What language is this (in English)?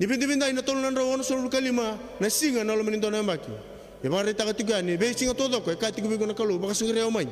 Fijian